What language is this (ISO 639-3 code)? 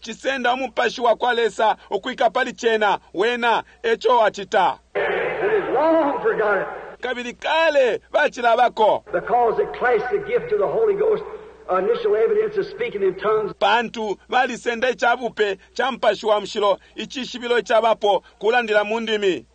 bem